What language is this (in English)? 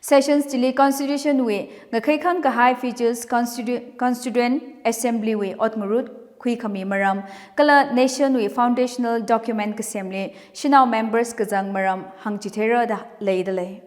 Tangkhul Naga (India)